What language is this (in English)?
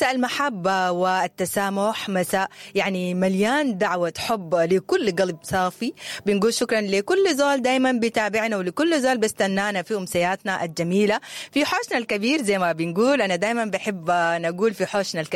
Sudanese Arabic